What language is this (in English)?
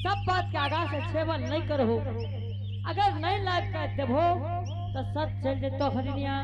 Angika